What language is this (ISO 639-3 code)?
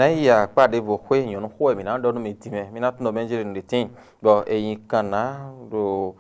fon